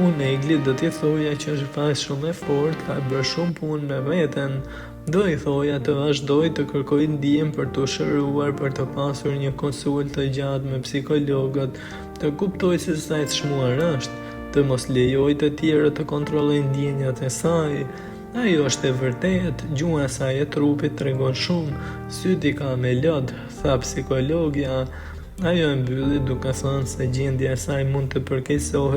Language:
Albanian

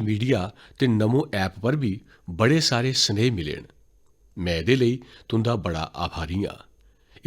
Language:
Dogri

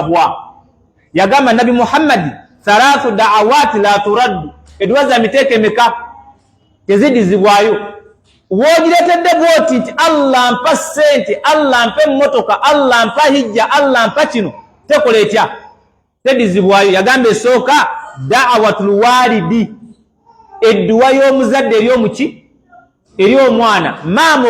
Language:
Ganda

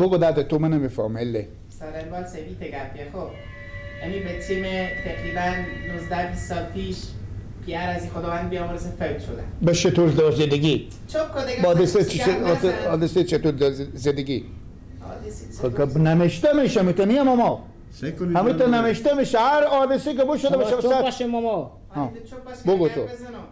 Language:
Persian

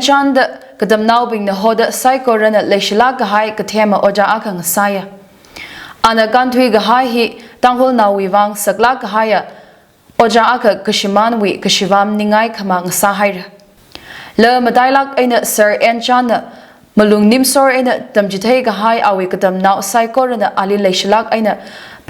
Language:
Tangkhul Naga (India)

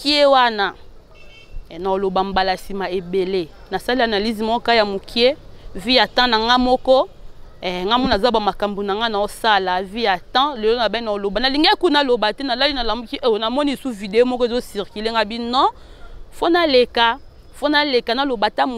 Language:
Lingala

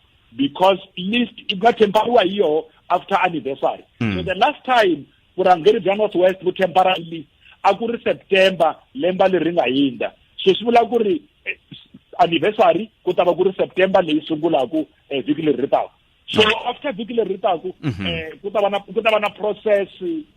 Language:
Tsonga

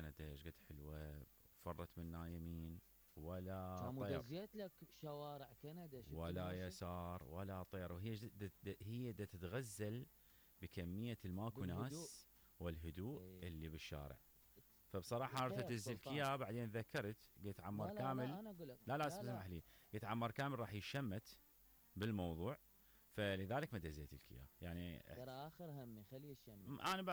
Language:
Mesopotamian Arabic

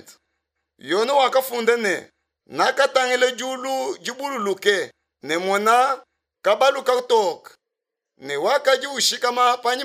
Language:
Luba-Lulua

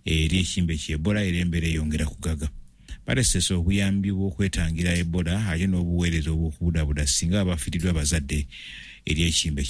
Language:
Ganda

